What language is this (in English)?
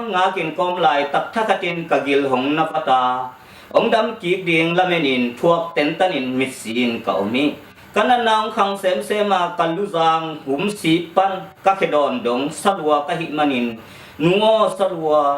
Tedim Chin